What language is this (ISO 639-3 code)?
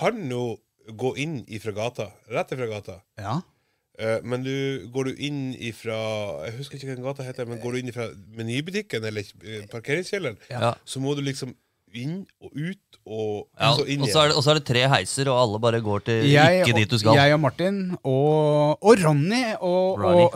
nor